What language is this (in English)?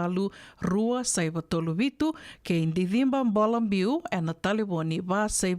Fijian